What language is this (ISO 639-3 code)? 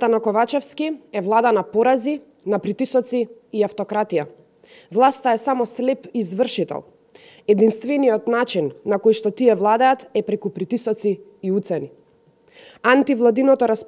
mkd